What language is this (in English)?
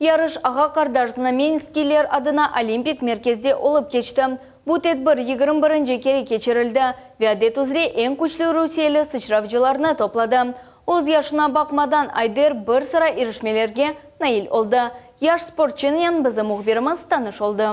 Crimean Tatar